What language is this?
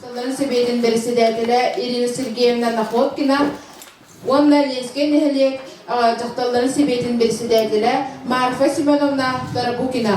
Yakut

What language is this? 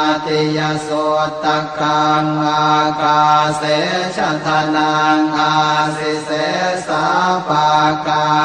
Pali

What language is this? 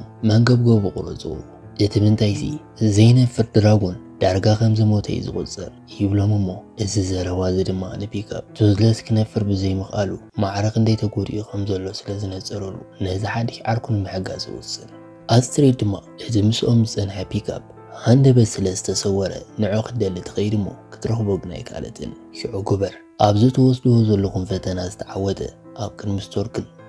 Tigrinya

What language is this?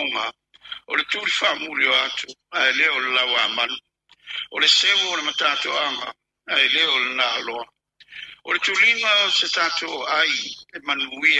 Samoan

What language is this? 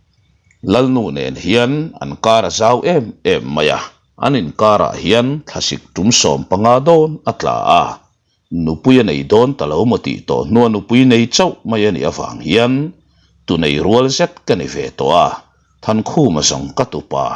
Mizo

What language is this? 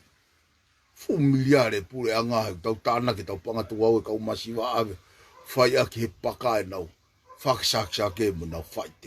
Tongan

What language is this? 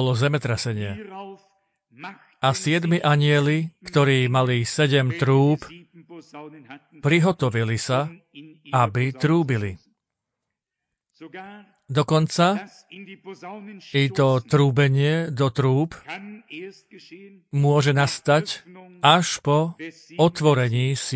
Slovak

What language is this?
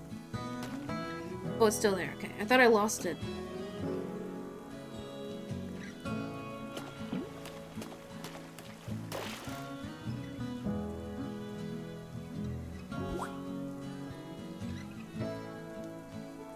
English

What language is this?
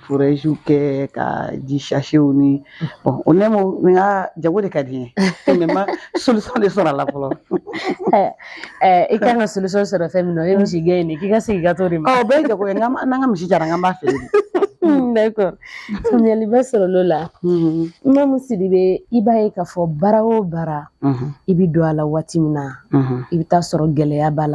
Bambara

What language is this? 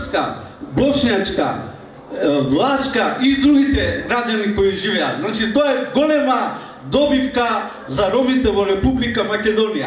Macedonian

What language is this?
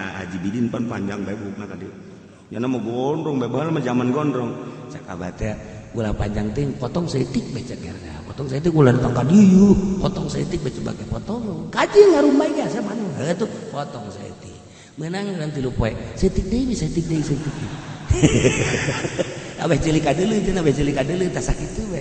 Sundanese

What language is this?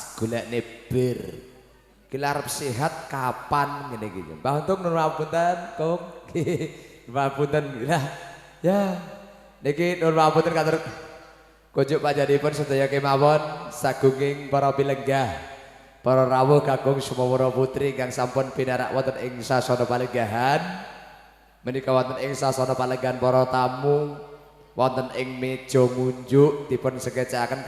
Javanese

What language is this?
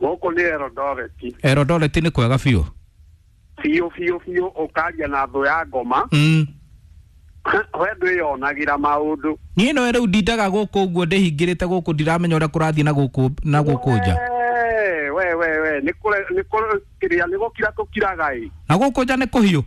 Kikuyu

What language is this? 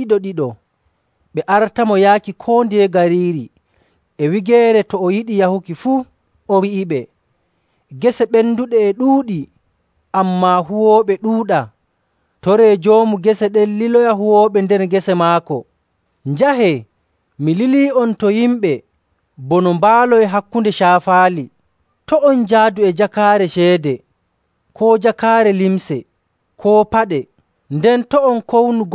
Nigerian Fulfulde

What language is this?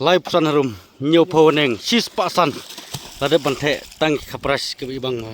Khasi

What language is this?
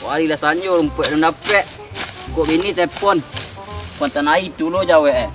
Minangkabau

